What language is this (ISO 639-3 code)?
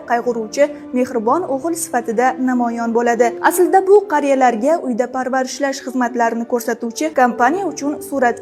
uzb